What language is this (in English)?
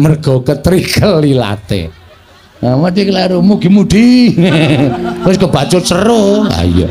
Javanese